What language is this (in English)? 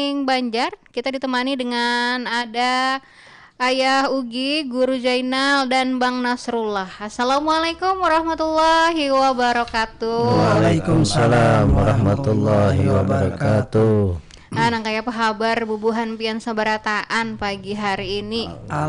Banjar